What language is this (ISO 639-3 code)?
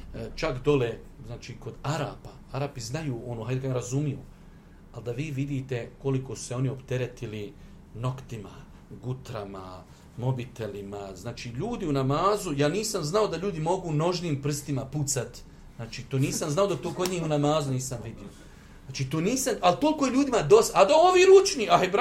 bos